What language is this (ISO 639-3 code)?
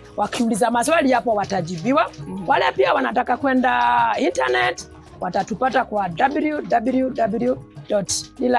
swa